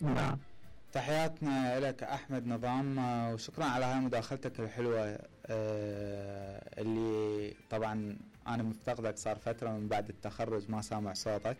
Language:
Mesopotamian Arabic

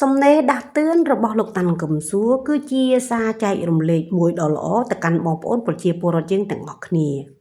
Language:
Khmer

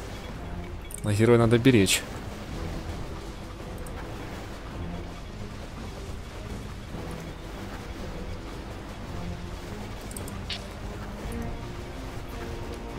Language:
Russian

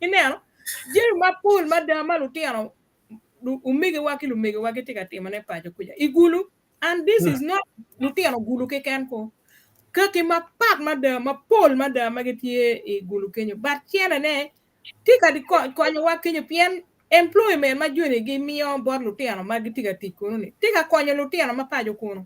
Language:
Acoli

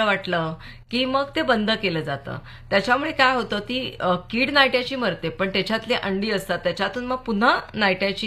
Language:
Marathi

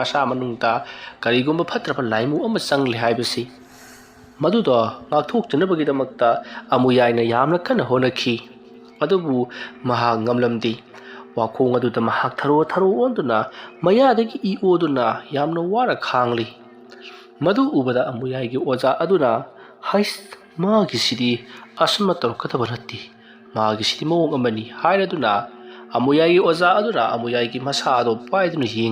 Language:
Manipuri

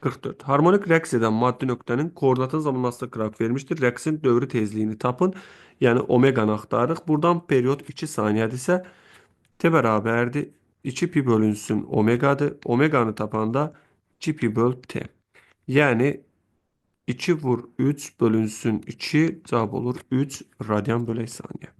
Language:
Azerbaijani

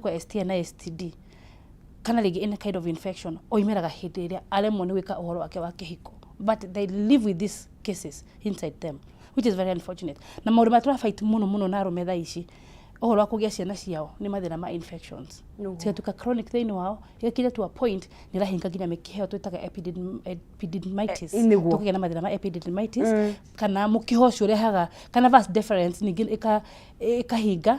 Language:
Kikuyu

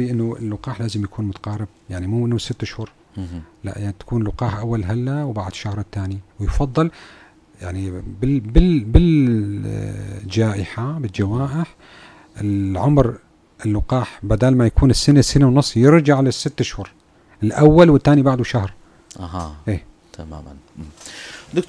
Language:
North Levantine Arabic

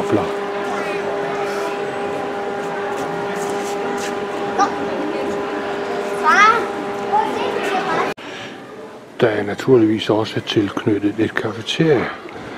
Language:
Danish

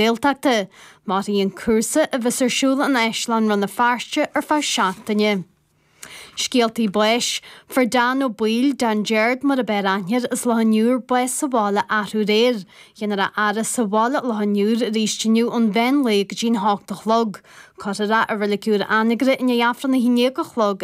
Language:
Irish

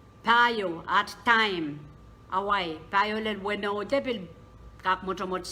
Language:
Pohnpeian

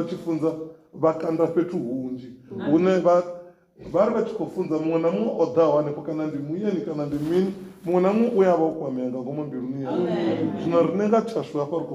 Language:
Venda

